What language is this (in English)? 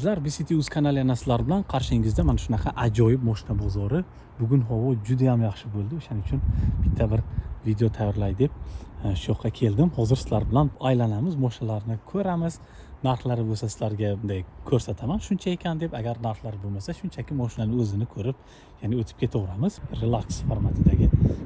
Uzbek